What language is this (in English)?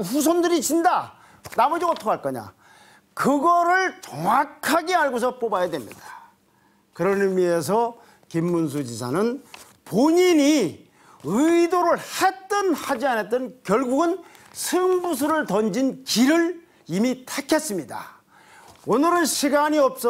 Korean